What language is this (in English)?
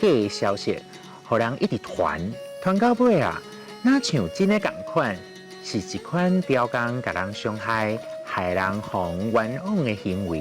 Min Nan Chinese